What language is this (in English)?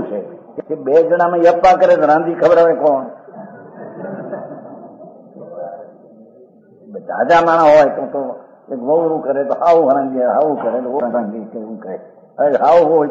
Gujarati